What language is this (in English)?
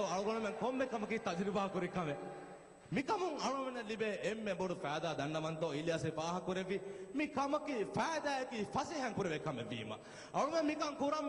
Divehi